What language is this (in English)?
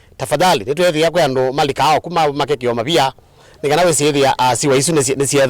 Kamba